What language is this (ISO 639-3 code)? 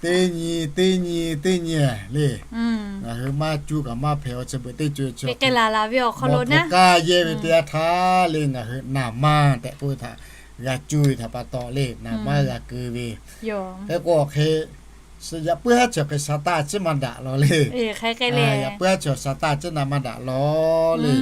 lhu